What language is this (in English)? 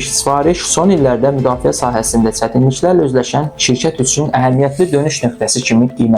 Azerbaijani